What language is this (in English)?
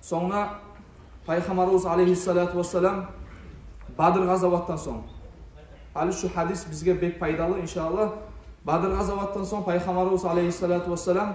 Kumyk